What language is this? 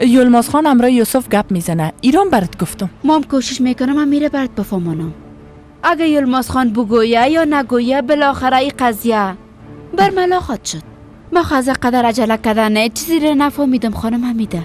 Persian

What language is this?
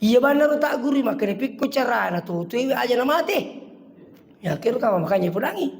Buginese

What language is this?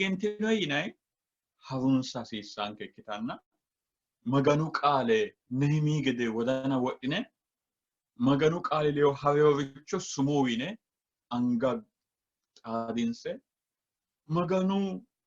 Sidamo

